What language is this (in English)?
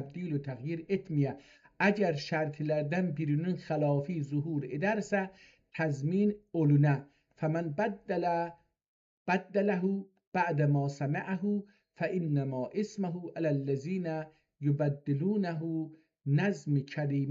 South Azerbaijani